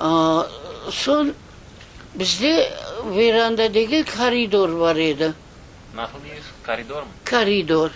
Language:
Crimean Tatar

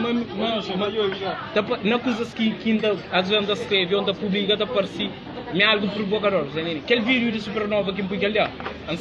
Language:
Kabuverdianu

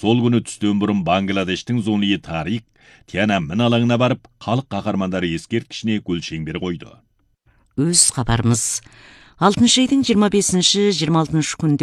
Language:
Kazakh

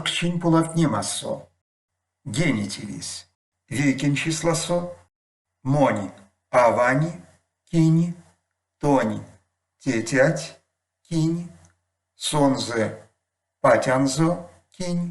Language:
Erzya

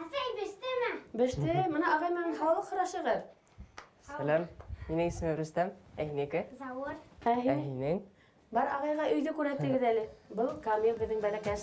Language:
Bashkir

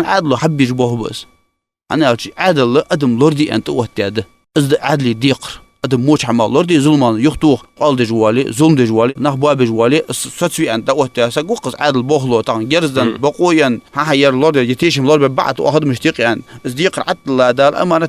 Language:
Ingush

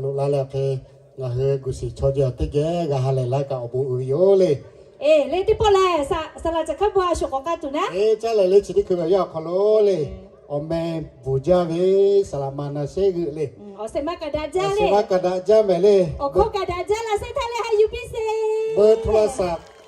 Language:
Lahu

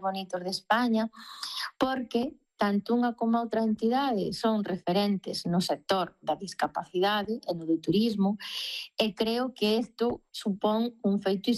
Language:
Galician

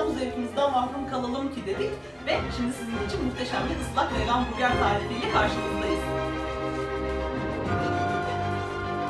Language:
Turkish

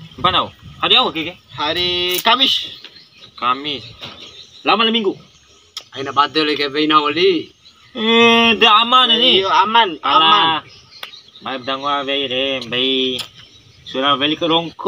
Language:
Bima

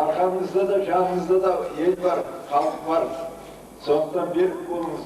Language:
Kazakh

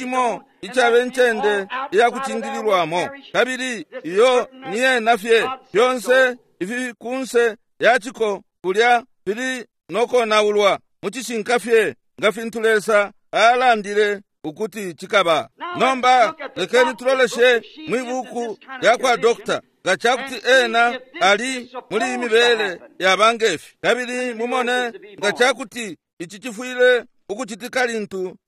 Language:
Bemba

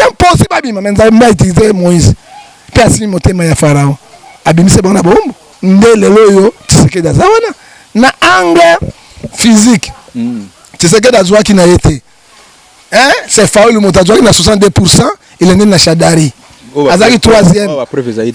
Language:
Lingala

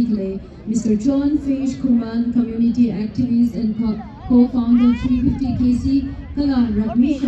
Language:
Tangkhul Naga (India)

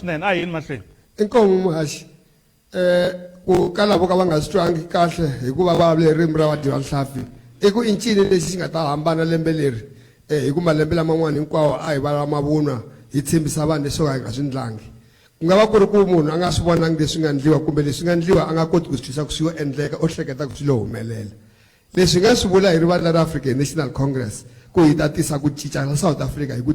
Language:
Tsonga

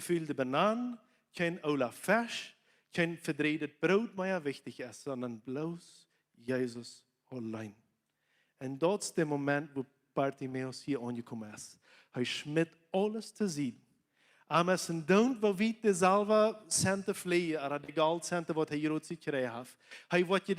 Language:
Plautdietsch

